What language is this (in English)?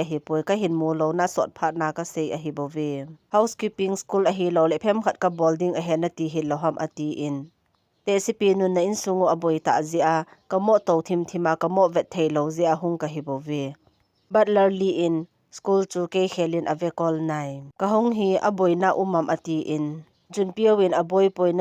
Thado Chin